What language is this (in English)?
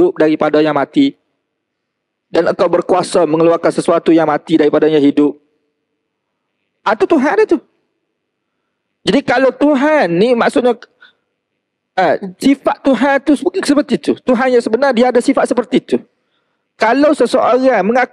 Malay